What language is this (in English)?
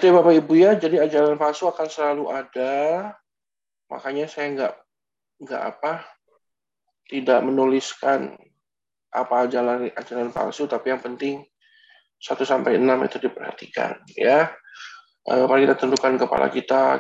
Indonesian